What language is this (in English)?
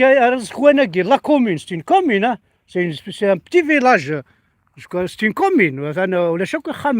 Kabyle